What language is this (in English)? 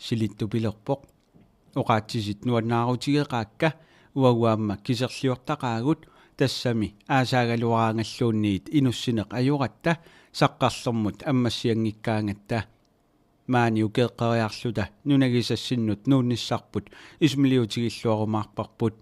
Kalaallisut